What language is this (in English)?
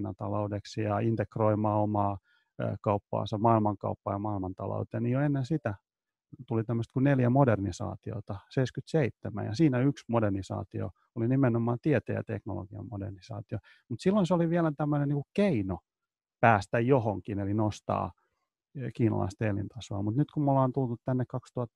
Finnish